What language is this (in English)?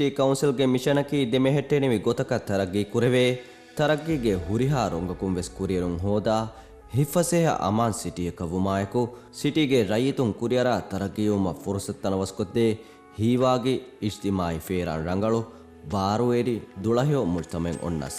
Divehi